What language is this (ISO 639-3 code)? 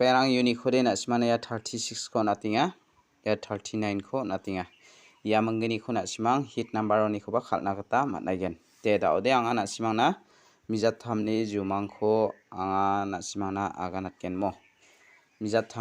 grt